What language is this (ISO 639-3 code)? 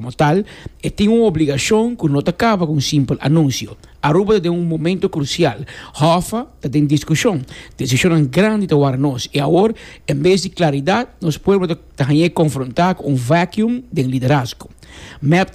pap